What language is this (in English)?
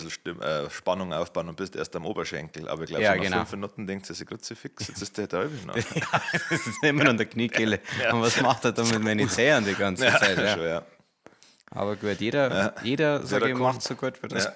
Bavarian